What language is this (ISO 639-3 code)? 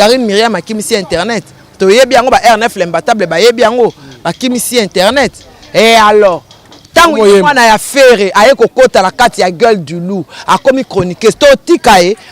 lin